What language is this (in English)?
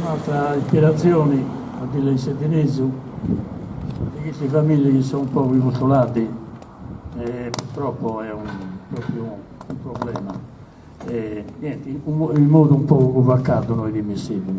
Sardinian